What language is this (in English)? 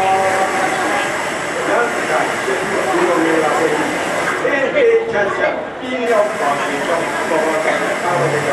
Burmese